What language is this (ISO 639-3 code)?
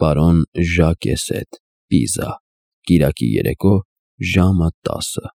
hye